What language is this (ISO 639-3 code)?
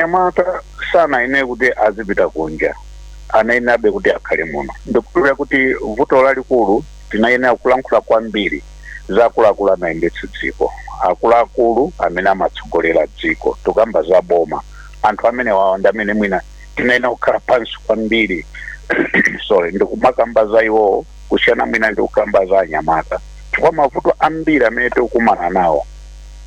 nya